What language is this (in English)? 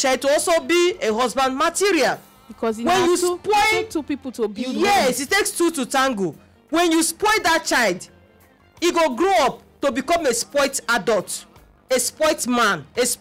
Nigerian Pidgin